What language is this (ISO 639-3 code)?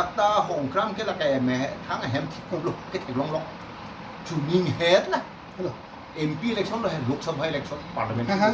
mjw